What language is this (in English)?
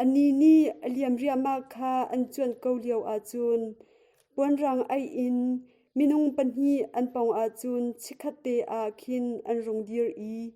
Hakha Chin